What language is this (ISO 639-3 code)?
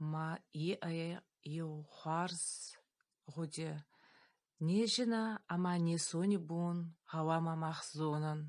oss